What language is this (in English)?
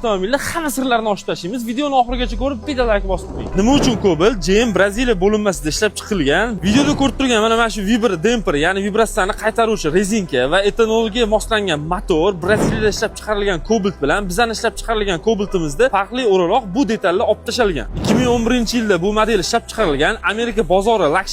Uzbek